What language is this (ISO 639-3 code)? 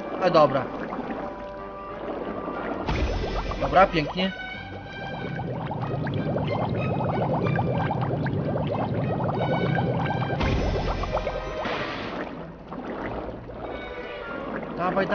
pol